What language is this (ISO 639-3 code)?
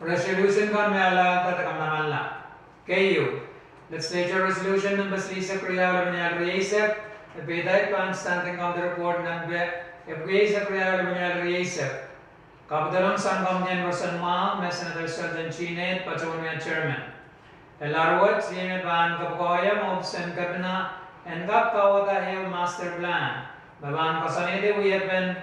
pon